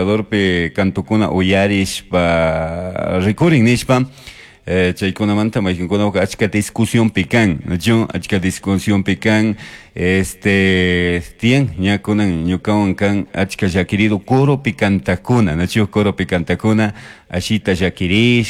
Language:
Chimborazo Highland Quichua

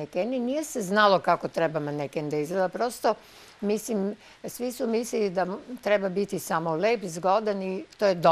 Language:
Serbian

